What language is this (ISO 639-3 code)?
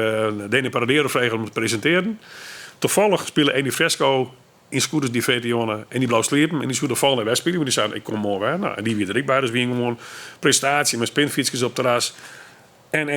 fry